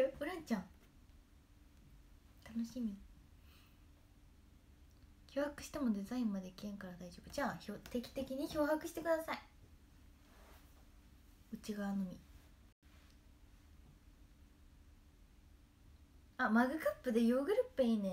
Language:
Japanese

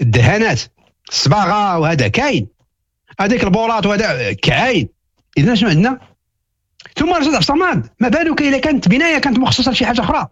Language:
Moroccan Arabic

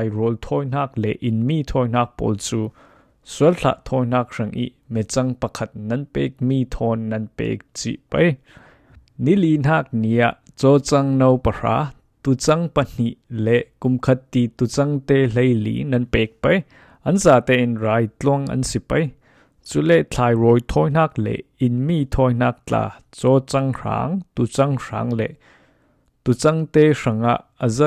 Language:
Falam Chin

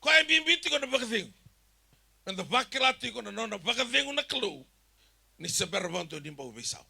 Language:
Fijian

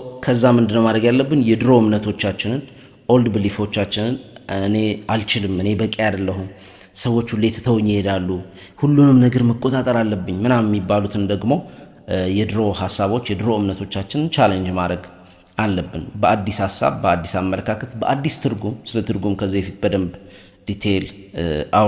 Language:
Amharic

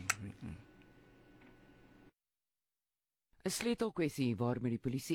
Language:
Afrikaans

